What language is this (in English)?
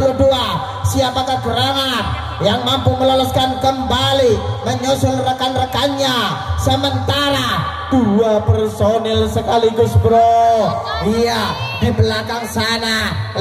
Indonesian